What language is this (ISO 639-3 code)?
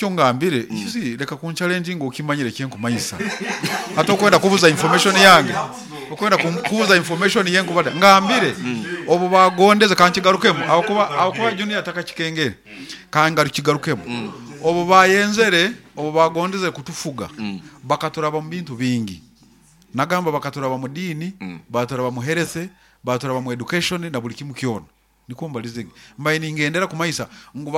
nyo